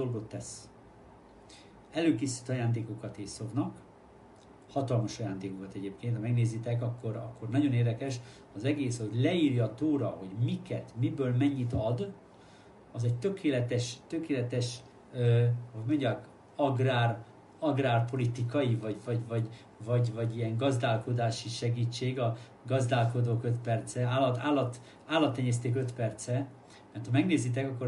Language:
Hungarian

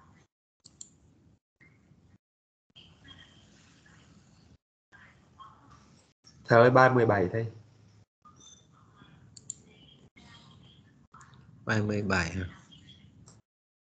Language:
Vietnamese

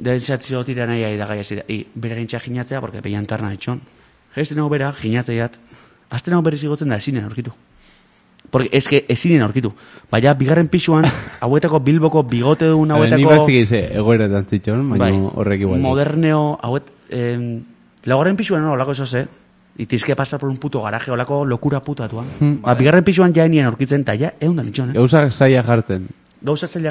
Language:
Basque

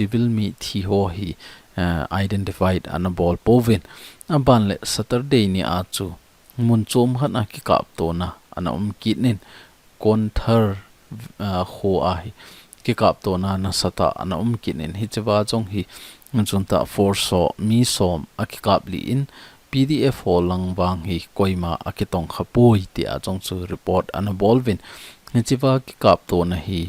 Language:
Thado Chin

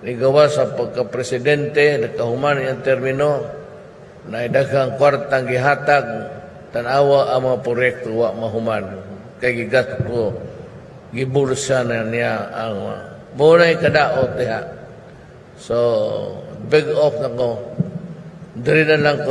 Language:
Cebuano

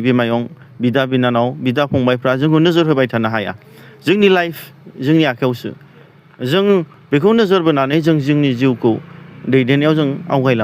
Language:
Bodo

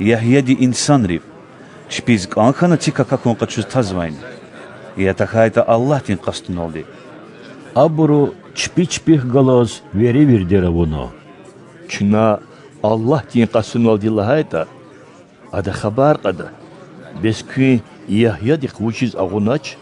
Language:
Lezghian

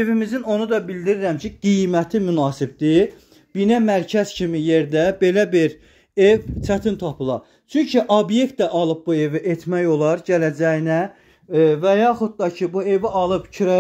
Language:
Azerbaijani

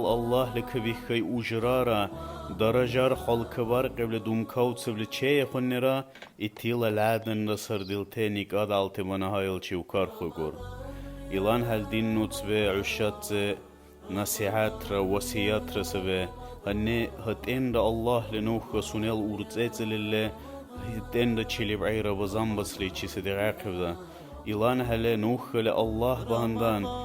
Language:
Dargwa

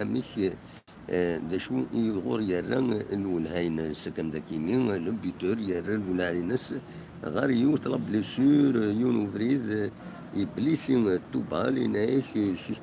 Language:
Kabyle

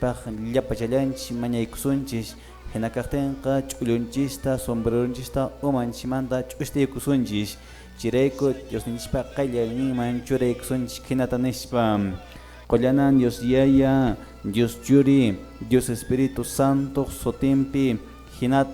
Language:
Quechua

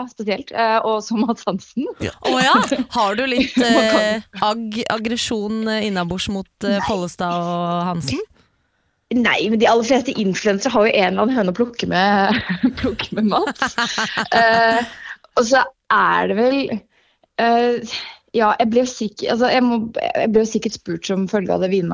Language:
Norwegian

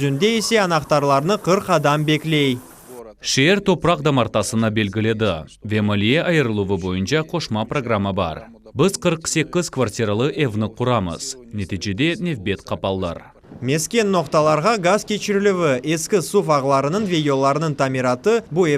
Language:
Crimean Tatar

